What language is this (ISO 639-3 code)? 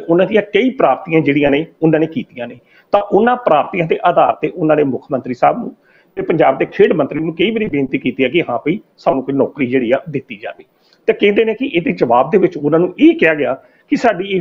pan